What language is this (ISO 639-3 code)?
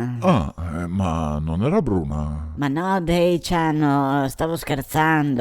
vec